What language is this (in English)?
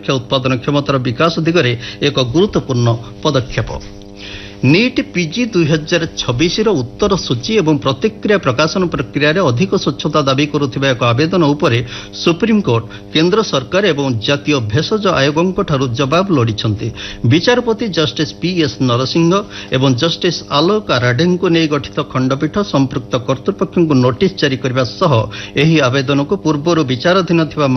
Odia